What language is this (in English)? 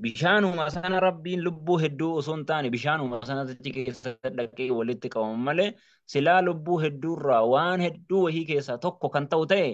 Oromo